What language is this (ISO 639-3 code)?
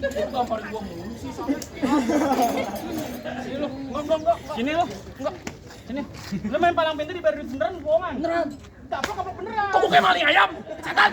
bew